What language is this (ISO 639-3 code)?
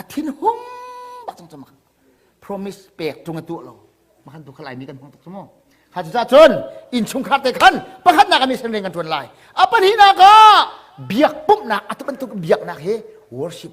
cnh